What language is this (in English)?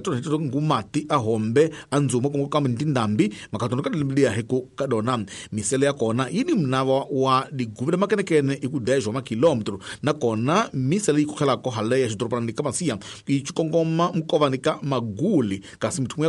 Tsonga